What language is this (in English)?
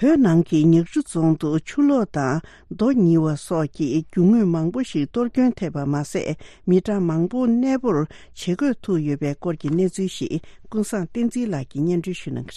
Tibetan